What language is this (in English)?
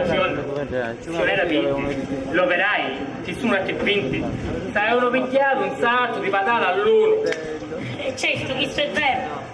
Sicilian